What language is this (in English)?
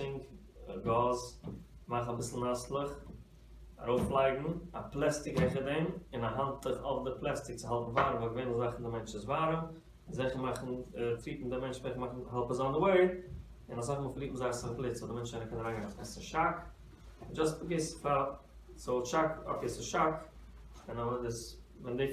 Yiddish